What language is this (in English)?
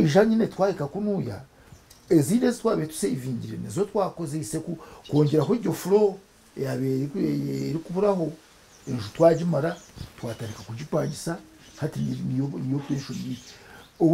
Nyankole